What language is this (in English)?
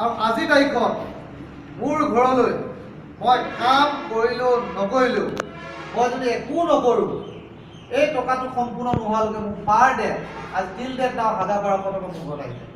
Assamese